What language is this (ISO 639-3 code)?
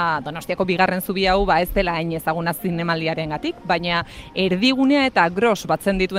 eus